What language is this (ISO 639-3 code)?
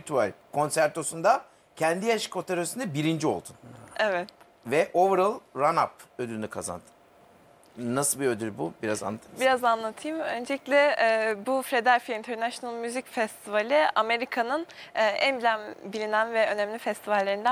tur